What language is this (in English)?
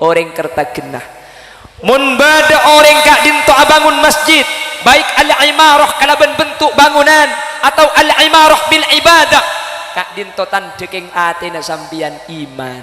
Madurese